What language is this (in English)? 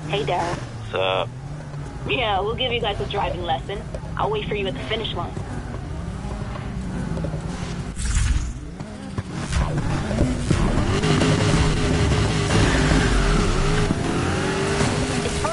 English